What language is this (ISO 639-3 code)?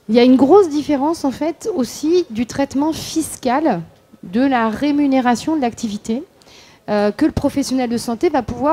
fra